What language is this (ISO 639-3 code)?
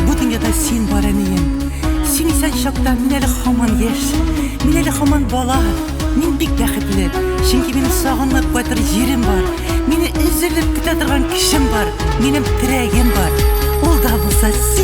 tat